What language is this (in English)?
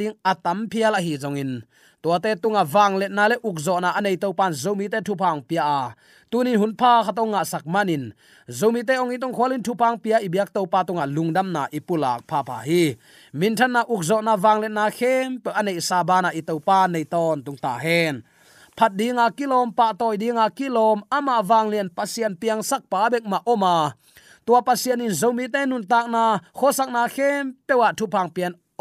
Tedim Chin